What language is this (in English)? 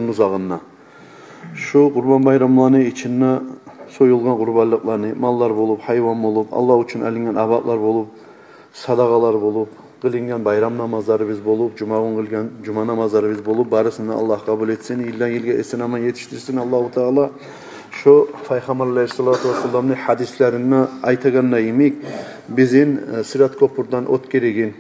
Kumyk